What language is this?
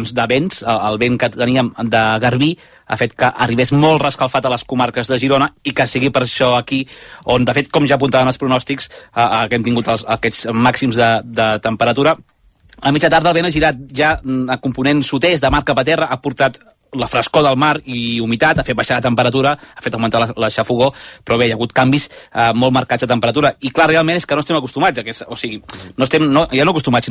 Catalan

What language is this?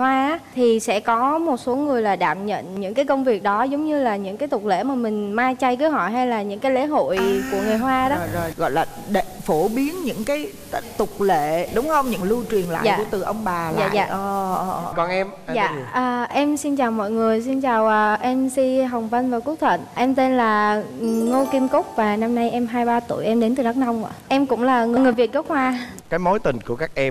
Vietnamese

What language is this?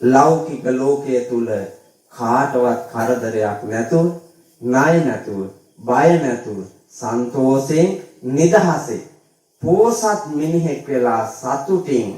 Sinhala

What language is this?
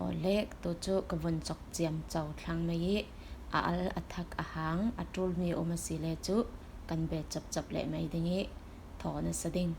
Falam Chin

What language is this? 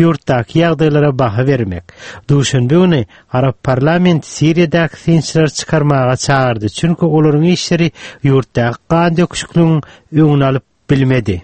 Turkmen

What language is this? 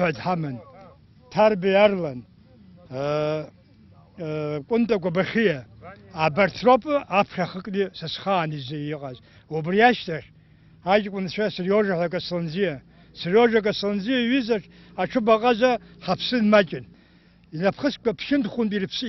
Abkhazian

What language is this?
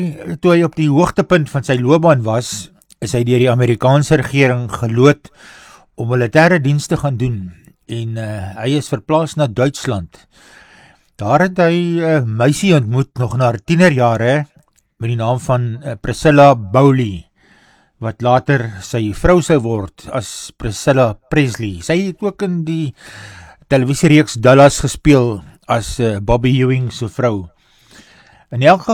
Afrikaans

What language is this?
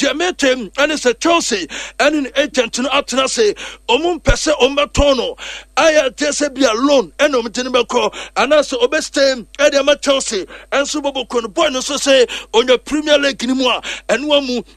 Akan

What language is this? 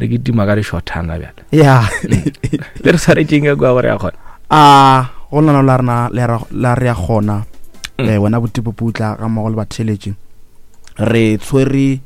Northern Sotho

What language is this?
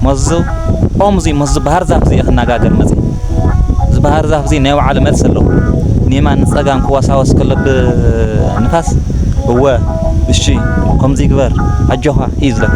Tigrinya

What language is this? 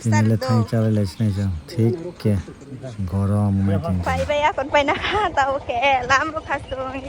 Kok Borok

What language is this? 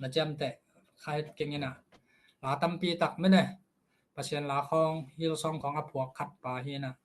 Tedim Chin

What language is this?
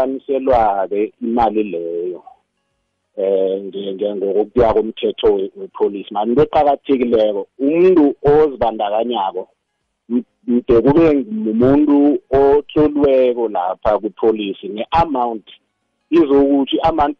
South Ndebele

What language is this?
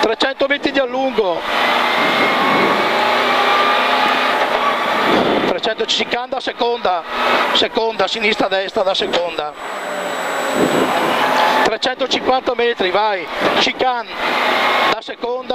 Italian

